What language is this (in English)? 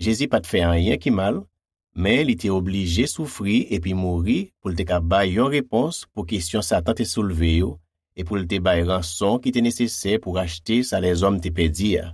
Haitian Creole